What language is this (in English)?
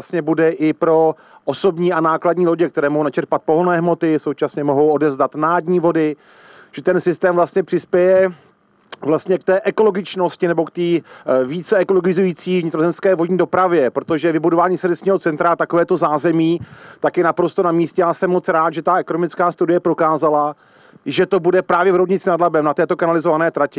Czech